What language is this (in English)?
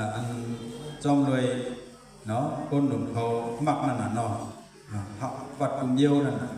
Shan